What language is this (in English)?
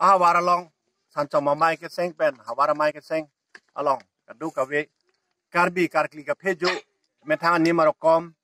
Karbi